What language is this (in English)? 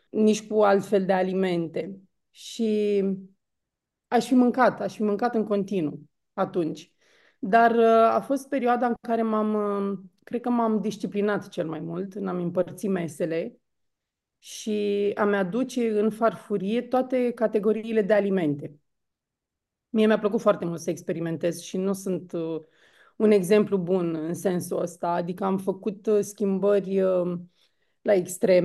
Romanian